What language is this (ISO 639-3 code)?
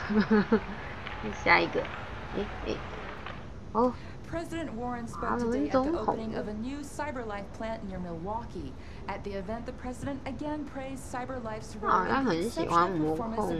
zho